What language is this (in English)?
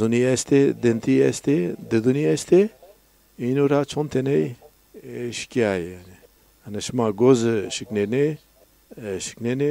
Zaza